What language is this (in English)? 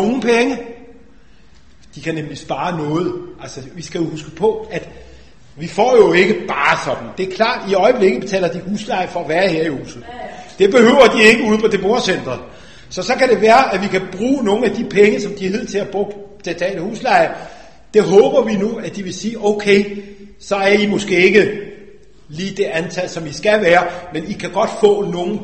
Danish